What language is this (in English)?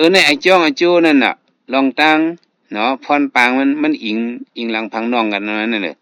Shan